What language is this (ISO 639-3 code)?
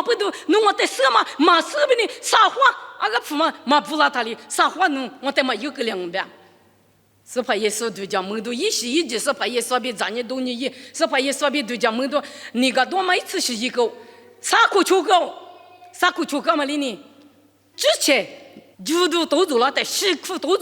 lis